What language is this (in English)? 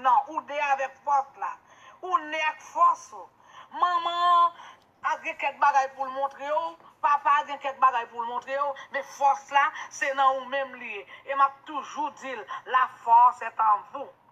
Haitian Creole